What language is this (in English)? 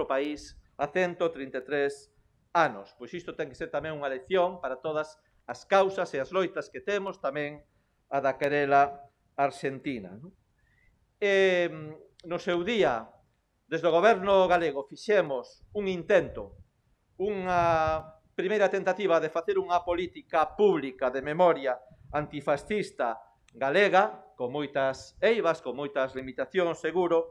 Galician